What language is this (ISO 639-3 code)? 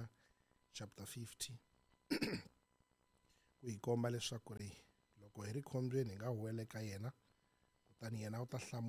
tso